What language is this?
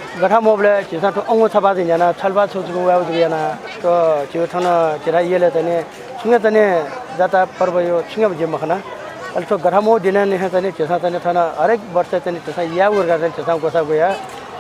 Newari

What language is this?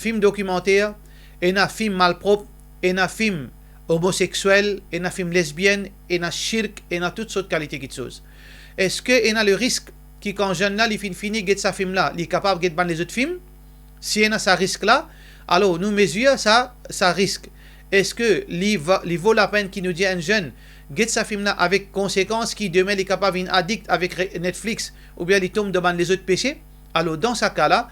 Morisyen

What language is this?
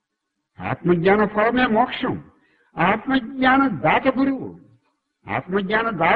Telugu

